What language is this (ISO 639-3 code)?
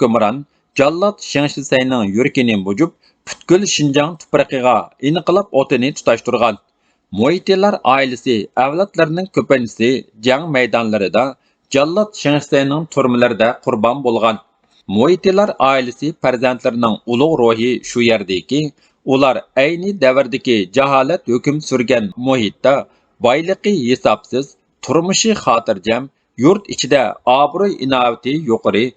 uig